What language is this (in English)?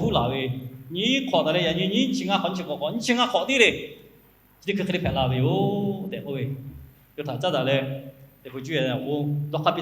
Lahu